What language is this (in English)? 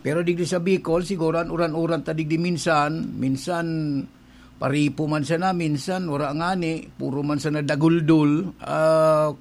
Bikol